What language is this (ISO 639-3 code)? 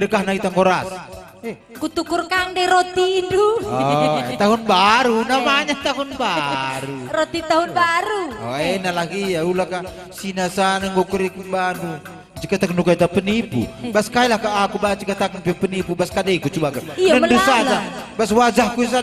btx